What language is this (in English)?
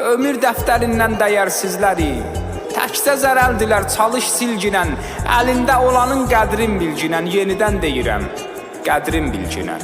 South Azerbaijani